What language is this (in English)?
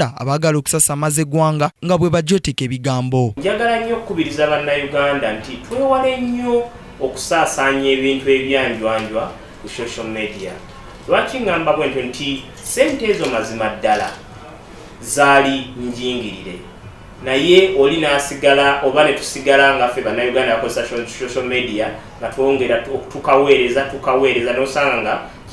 Ganda